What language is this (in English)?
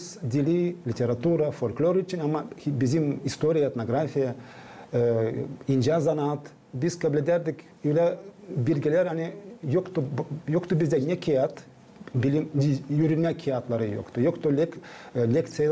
Gagauz